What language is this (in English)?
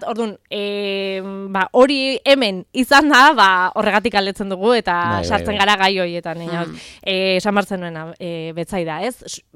Basque